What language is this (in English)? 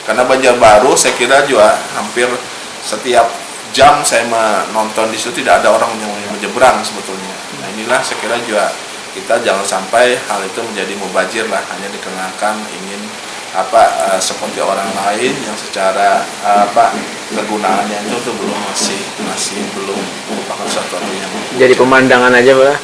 Banjar